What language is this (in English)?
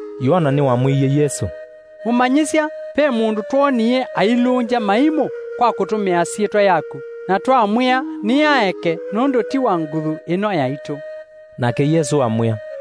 Kamba